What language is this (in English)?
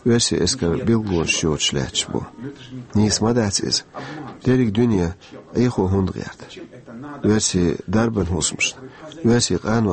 Chechen